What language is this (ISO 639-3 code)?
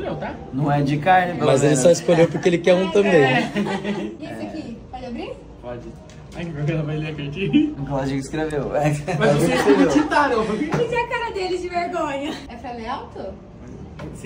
por